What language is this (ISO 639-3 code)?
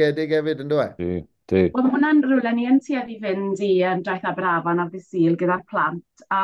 cym